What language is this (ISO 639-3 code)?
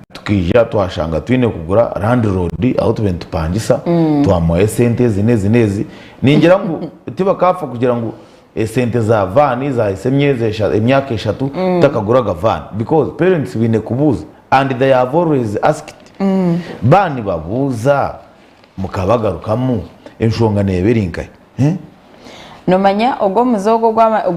nyn